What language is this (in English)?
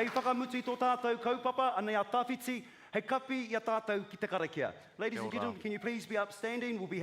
Māori